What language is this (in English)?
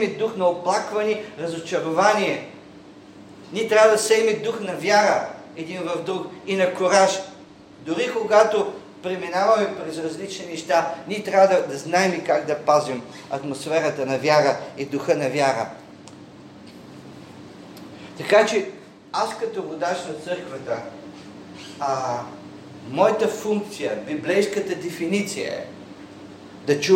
Bulgarian